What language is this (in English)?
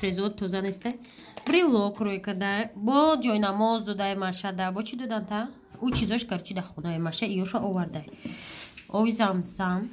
Tajik